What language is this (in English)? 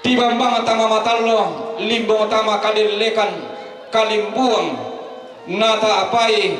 Toraja-Sa'dan